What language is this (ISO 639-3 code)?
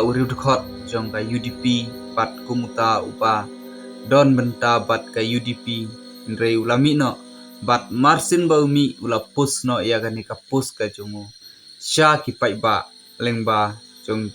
kha